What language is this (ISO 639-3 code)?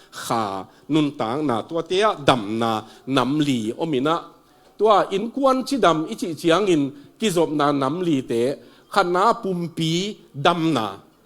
ctd